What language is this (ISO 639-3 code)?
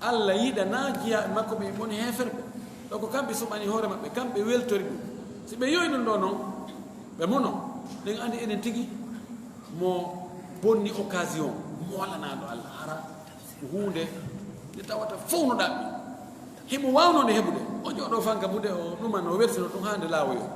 ful